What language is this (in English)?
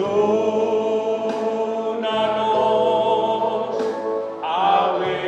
Papiamento